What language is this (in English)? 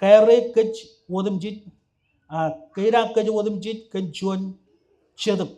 Marshallese